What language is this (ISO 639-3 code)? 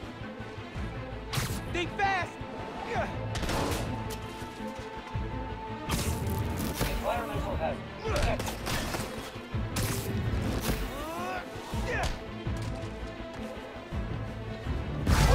eng